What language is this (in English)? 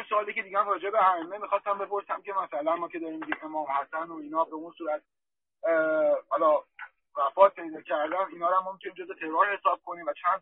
Persian